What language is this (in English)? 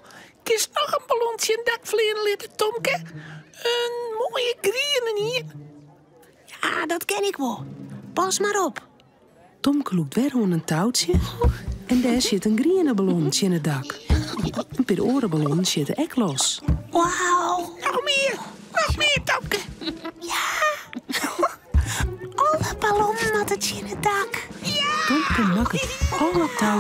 Western Frisian